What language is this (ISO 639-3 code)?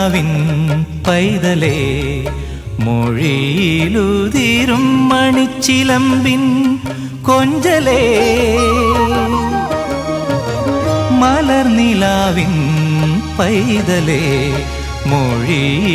mal